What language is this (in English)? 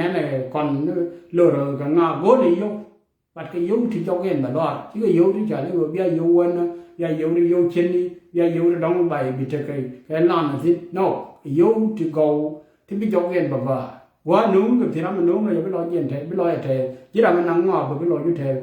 Nuer